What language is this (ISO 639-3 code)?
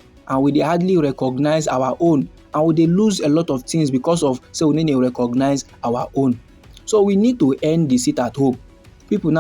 pcm